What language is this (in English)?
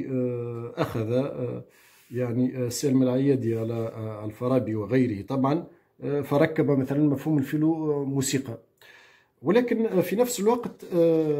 Arabic